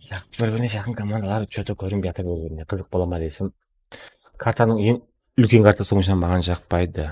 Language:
Kara-Kalpak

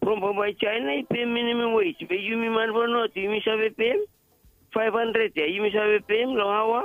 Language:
Bislama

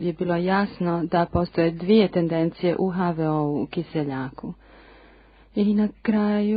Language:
Croatian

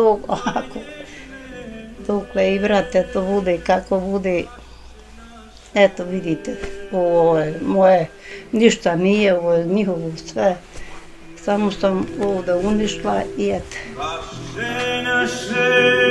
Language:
Bosnian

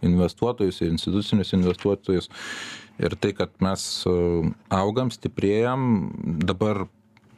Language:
Lithuanian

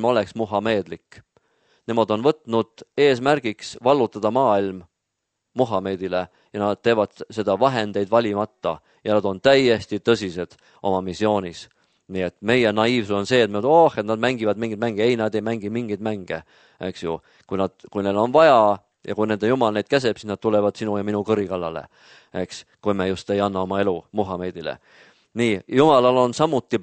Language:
Estonian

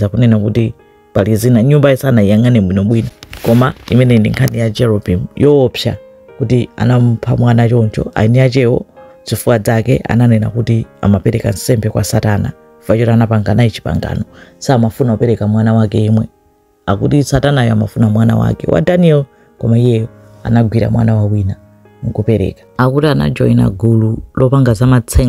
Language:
Nyanja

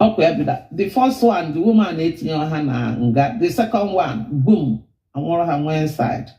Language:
Igbo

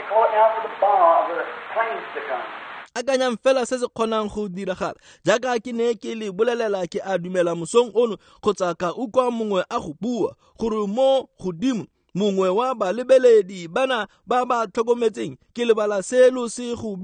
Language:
Tswana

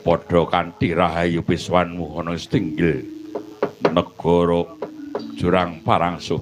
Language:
Javanese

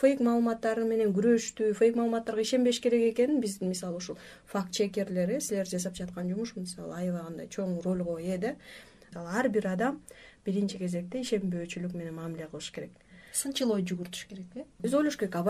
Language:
Kyrgyz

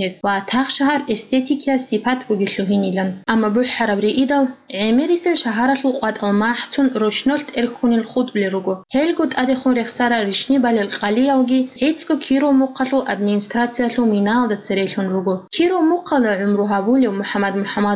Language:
Avaric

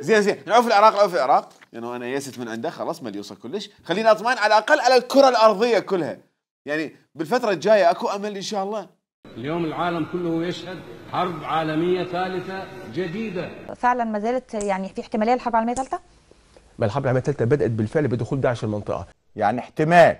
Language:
Mesopotamian Arabic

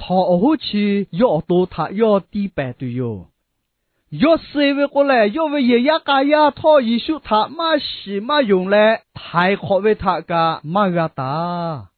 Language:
Lahu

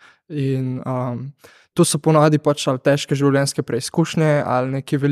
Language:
Slovenian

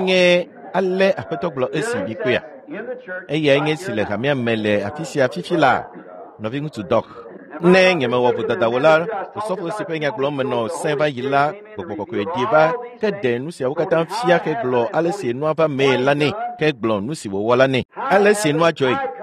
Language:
Ewe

